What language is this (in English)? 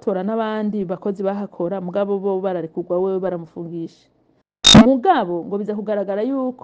Rundi